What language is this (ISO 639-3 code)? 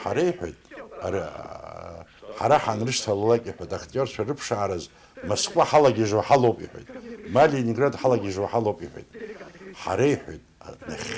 abk